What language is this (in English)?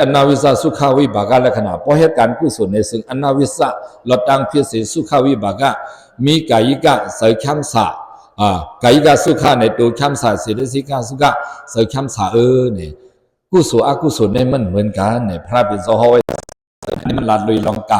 Shan